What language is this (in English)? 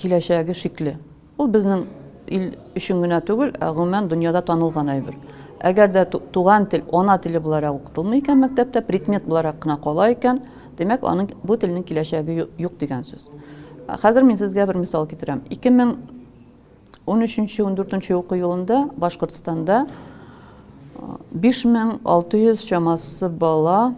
Tatar